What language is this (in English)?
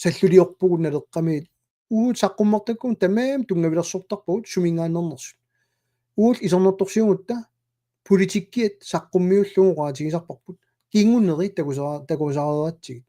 Kalaallisut